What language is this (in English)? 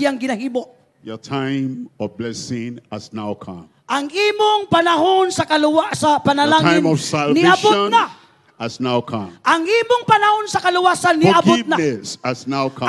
Cebuano